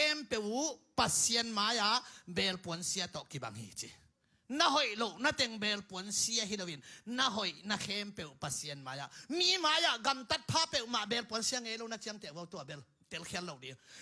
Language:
Tedim Chin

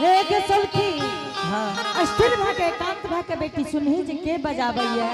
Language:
Angika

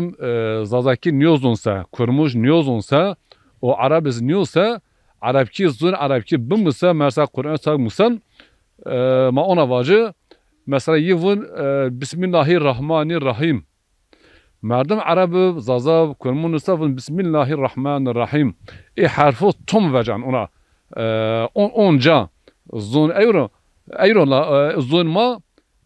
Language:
Zaza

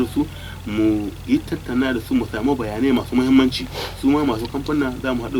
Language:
Hausa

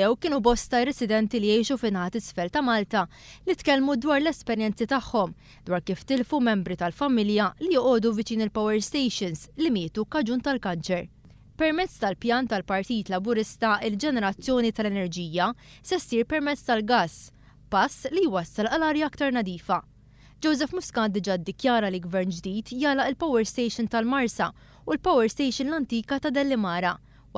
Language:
Maltese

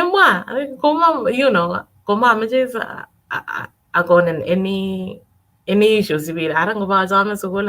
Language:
Kalenjin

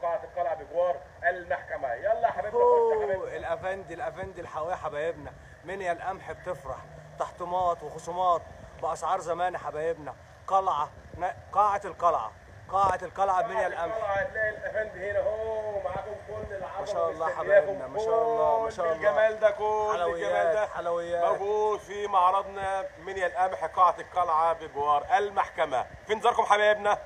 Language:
Egyptian Arabic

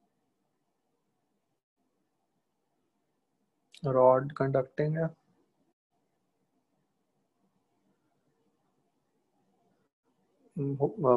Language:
Hindi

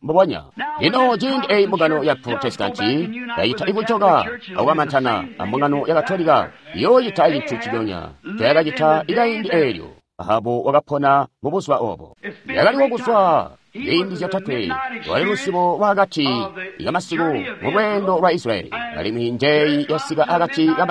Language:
Tonga (Zambia)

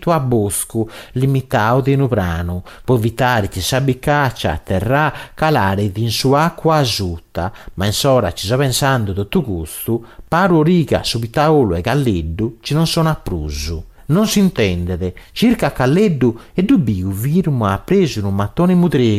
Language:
Sardinian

